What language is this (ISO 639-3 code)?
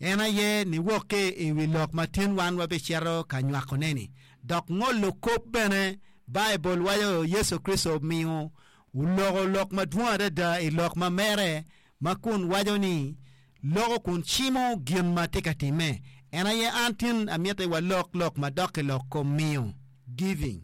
ach